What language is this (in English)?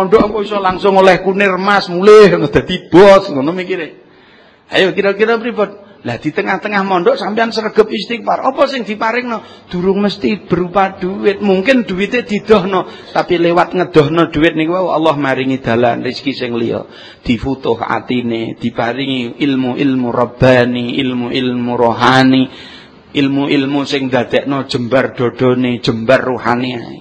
Javanese